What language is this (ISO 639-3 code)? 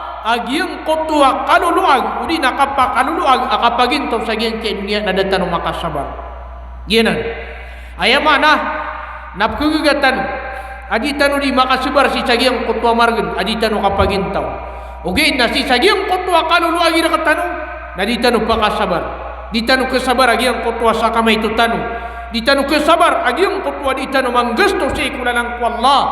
mrw